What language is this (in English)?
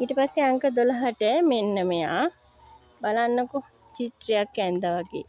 Sinhala